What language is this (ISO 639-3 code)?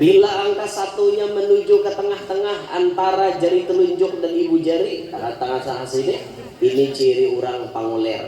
bjn